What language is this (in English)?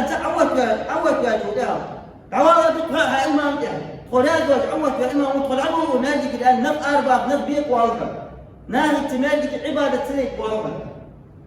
Ingush